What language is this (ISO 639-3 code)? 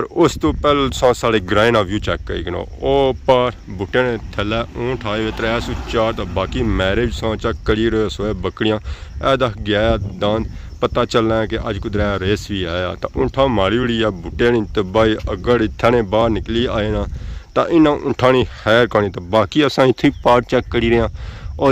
phr